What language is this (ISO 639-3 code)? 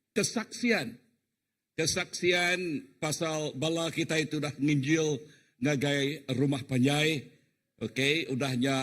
iba